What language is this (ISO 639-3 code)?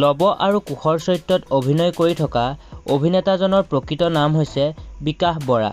asm